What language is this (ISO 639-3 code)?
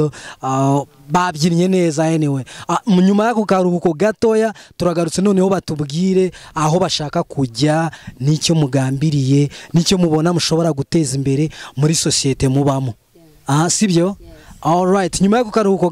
kin